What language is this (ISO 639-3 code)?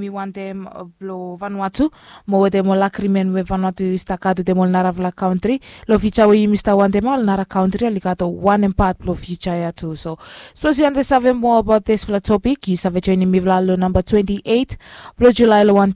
bis